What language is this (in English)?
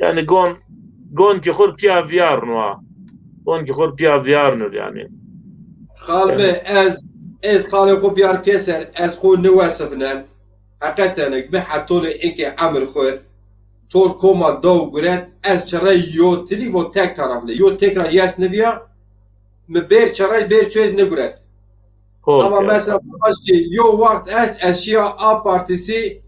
Zaza